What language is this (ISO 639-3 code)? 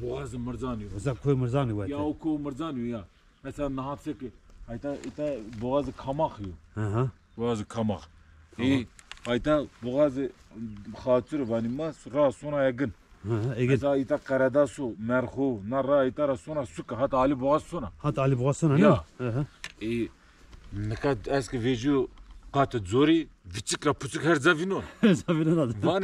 zza